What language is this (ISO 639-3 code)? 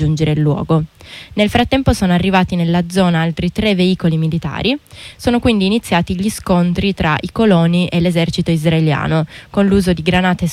ita